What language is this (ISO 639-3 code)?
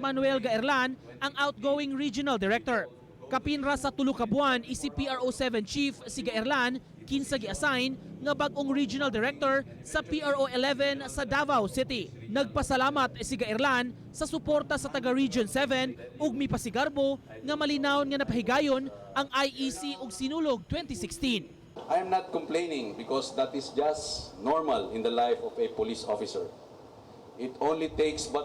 ceb